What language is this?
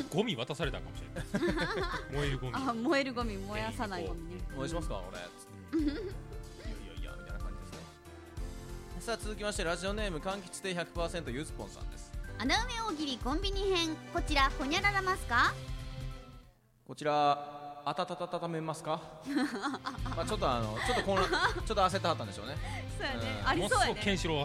Japanese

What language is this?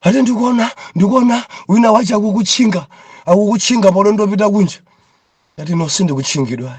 Nyanja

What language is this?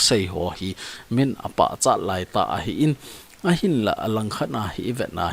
Thado Chin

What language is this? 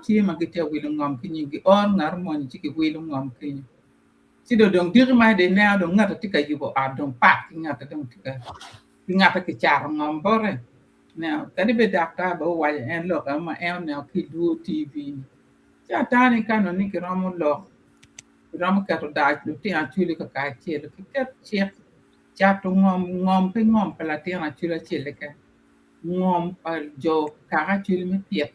Acoli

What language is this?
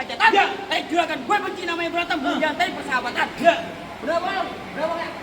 Betawi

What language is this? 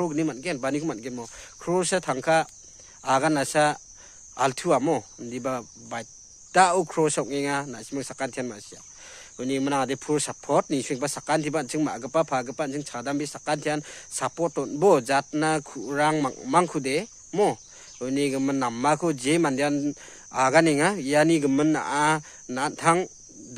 Garo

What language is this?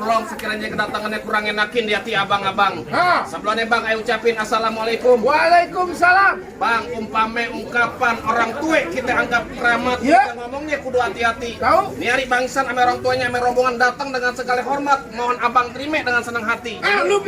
Betawi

